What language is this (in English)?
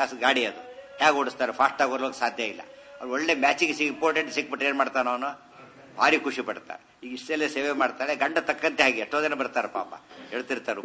Kannada